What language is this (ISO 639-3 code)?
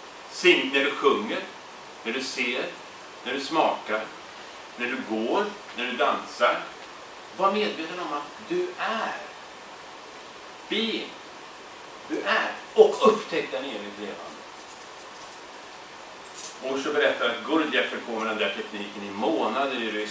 swe